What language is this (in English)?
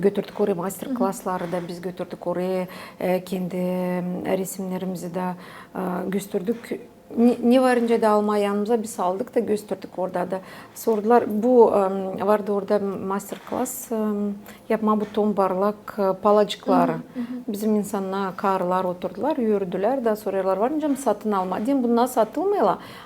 Gagauz